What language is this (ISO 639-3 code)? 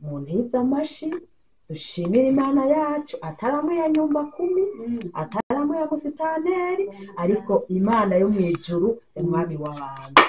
run